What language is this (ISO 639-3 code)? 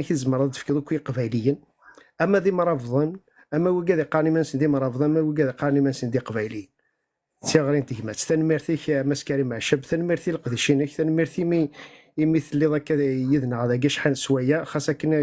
kab